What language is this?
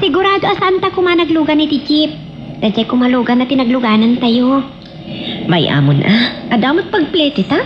Iloko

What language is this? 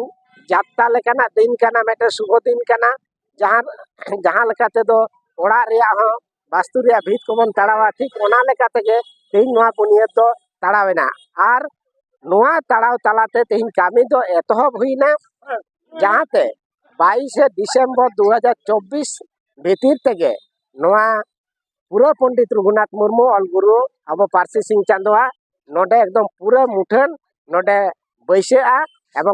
Santali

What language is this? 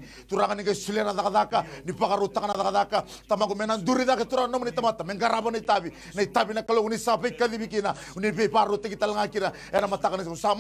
Fijian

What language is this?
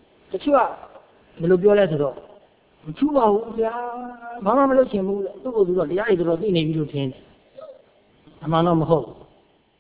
Burmese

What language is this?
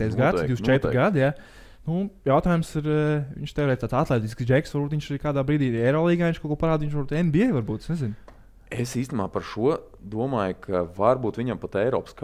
Latvian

